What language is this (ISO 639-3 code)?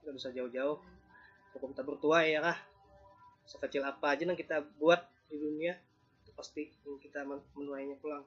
bjn